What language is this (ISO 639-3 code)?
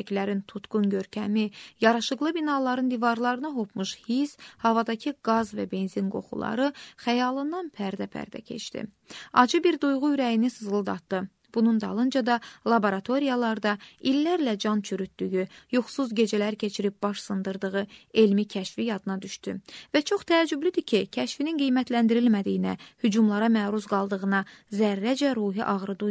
aze